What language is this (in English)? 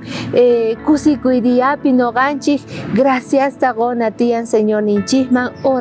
South Bolivian Quechua